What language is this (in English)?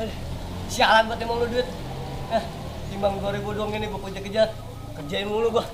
Betawi